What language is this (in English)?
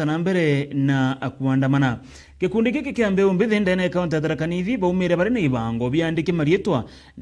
Meru